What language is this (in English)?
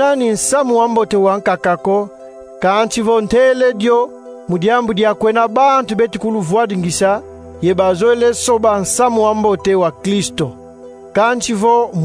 Kongo